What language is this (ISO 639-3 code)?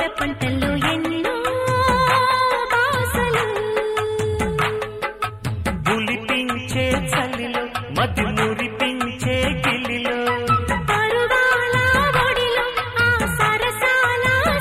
tel